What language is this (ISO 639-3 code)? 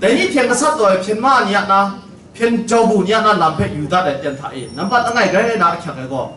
kac